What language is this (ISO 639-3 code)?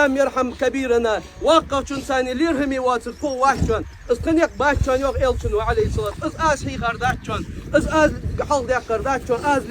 inh